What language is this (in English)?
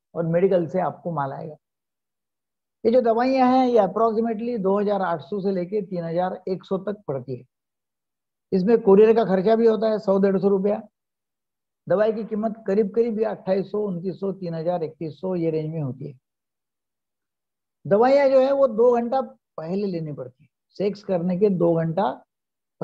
Hindi